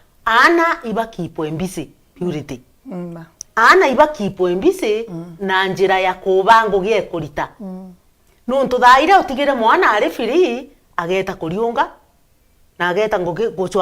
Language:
Meru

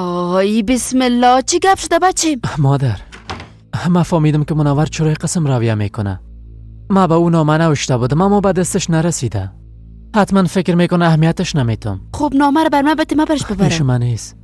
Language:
Persian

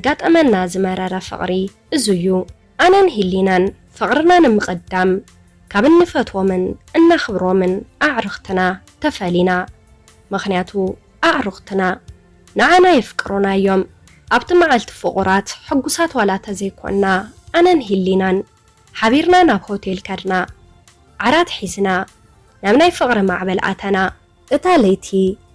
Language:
Tigrinya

